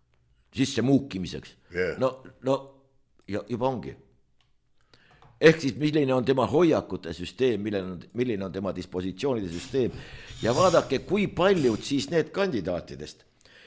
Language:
Estonian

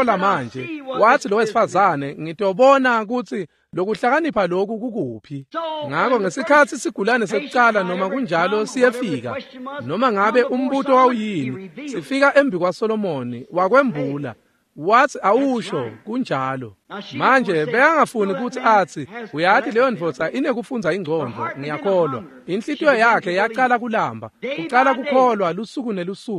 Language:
Swati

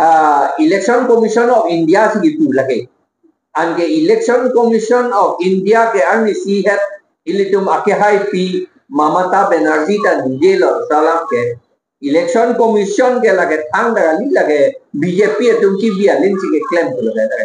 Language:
Karbi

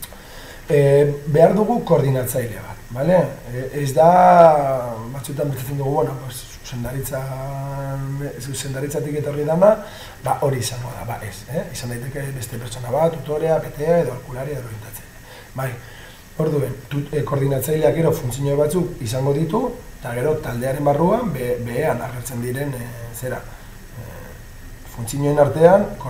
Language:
Basque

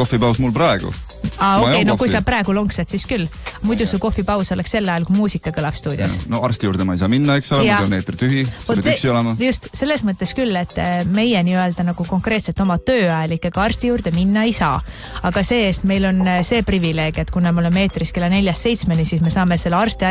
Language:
Estonian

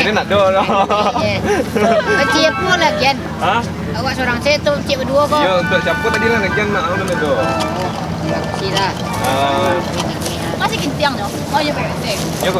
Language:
Minangkabau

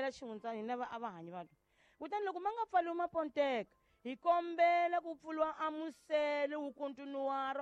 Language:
Tsonga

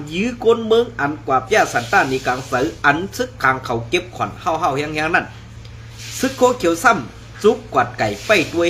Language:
Shan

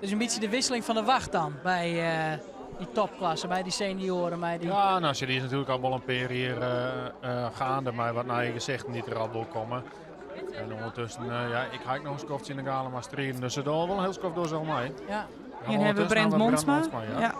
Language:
Western Frisian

